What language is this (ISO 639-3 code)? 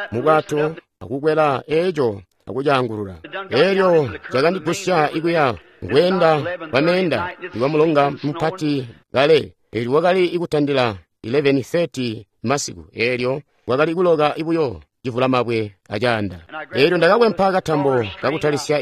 toi